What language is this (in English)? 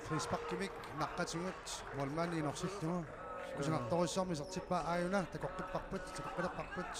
Kalaallisut